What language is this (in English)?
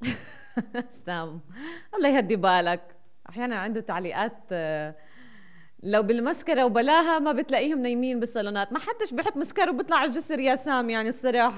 North Levantine Arabic